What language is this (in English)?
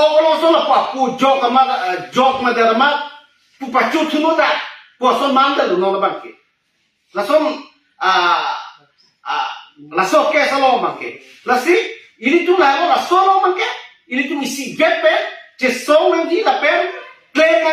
Karbi